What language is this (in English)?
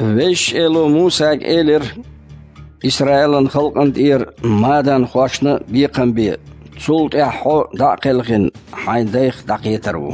Chechen